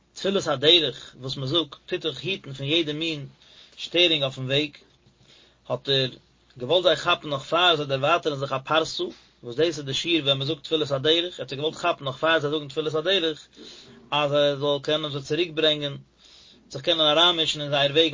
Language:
Yiddish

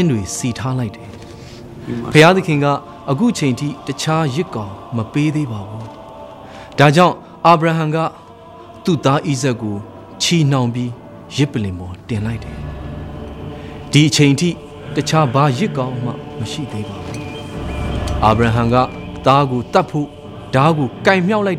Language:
Burmese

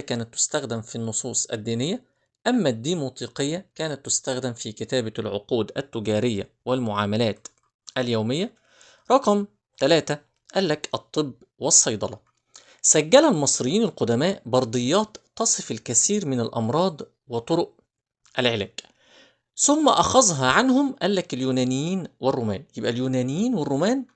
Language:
Egyptian Arabic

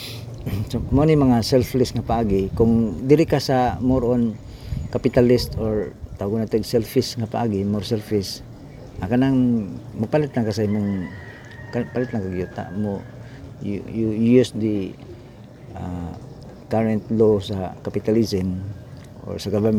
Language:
Cebuano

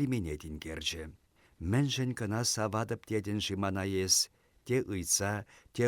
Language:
Chuvash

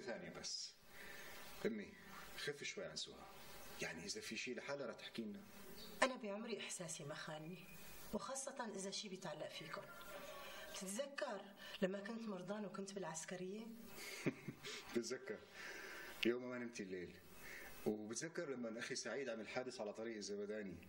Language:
North Levantine Arabic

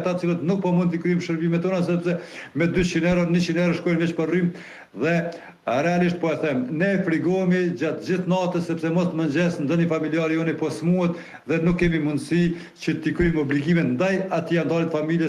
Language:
Albanian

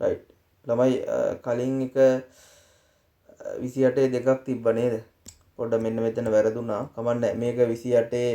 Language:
Sinhala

